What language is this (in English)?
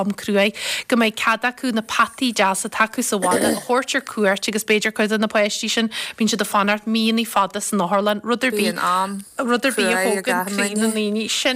Irish